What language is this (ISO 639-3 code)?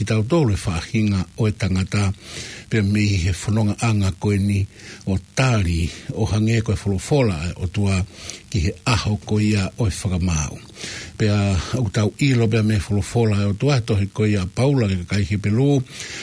ton